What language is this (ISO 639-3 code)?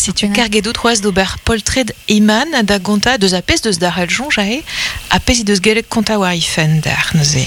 bre